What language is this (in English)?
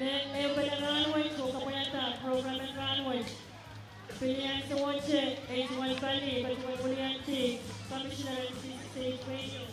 Pohnpeian